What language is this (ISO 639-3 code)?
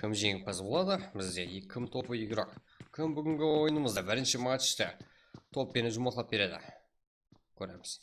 kaa